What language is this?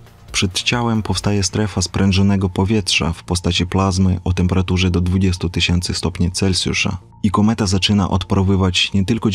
Polish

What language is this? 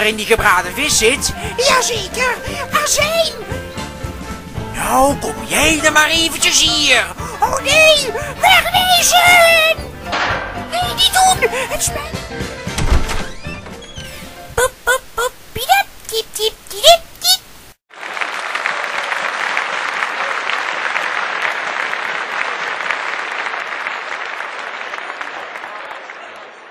Dutch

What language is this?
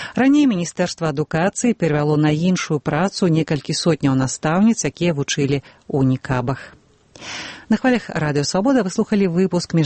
Belarusian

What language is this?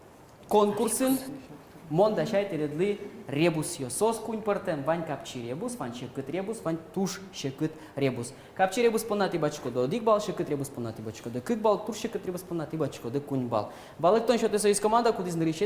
Udmurt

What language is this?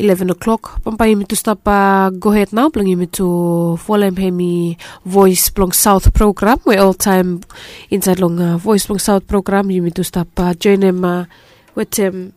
Bislama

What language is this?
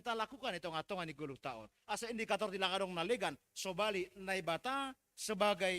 Batak Simalungun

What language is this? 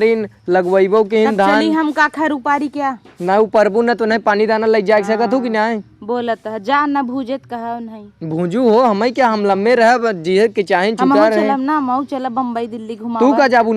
Awadhi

